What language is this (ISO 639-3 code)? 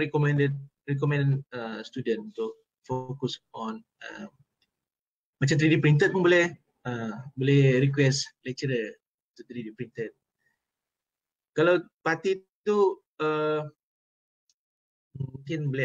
msa